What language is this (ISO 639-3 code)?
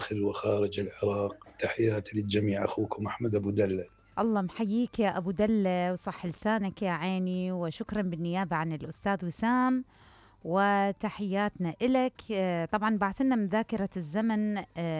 acm